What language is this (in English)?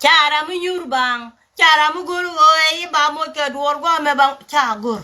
Nuer